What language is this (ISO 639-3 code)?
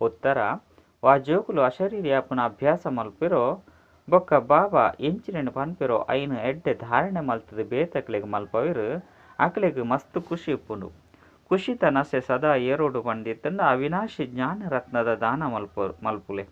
tcy